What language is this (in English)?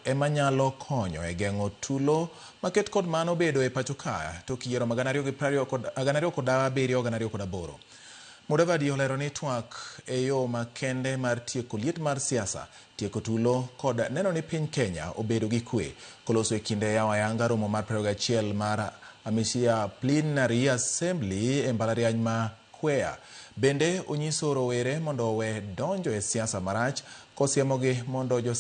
Luo (Kenya and Tanzania)